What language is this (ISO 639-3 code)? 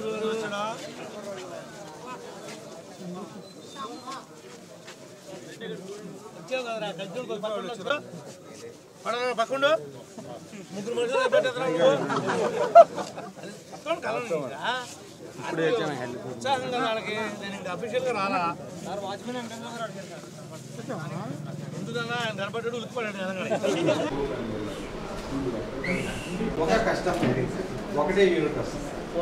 tel